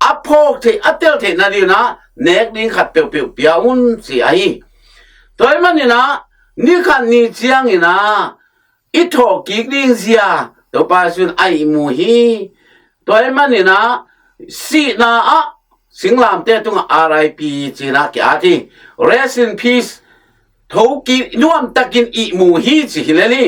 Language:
Tedim Chin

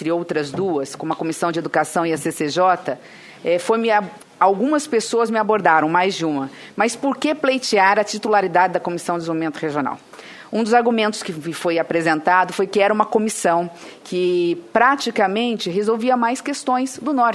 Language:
Portuguese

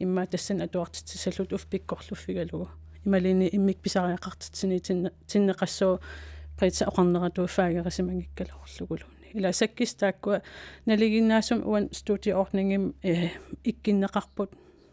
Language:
Kalaallisut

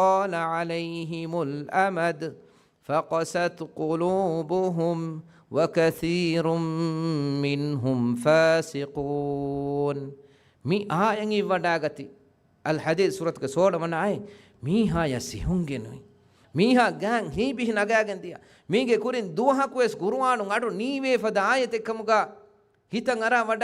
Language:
Divehi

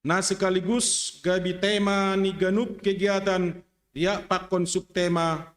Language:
Batak Simalungun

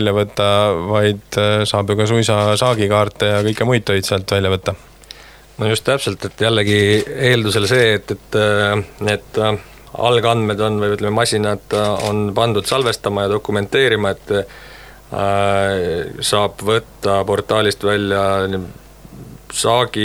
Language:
Estonian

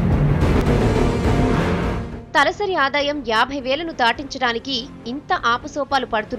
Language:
Telugu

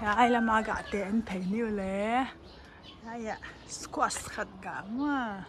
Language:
Paite Chin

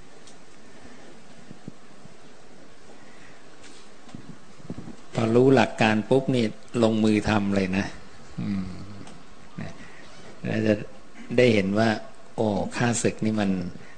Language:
Thai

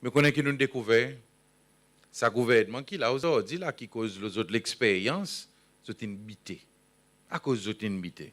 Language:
Seselwa Creole French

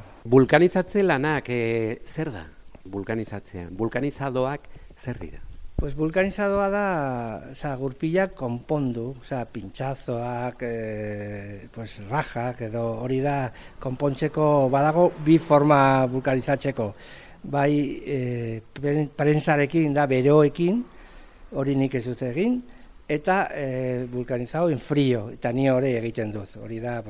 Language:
Basque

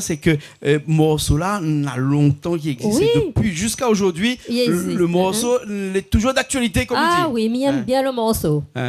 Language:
Réunion Creole French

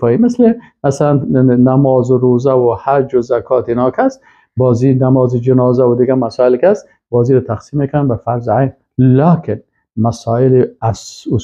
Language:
Persian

